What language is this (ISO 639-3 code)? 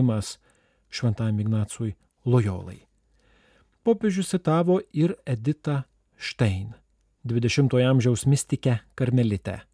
lit